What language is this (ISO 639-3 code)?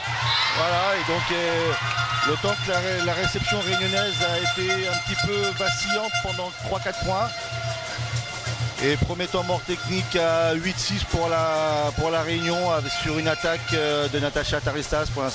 fra